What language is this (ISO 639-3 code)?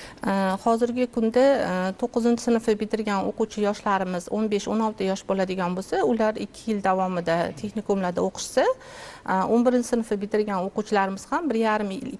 uzb